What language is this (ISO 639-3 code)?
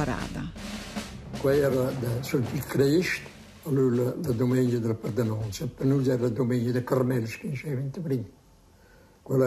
roh